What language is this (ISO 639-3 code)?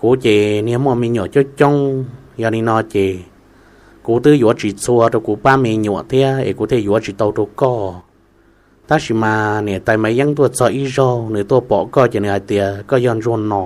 hmn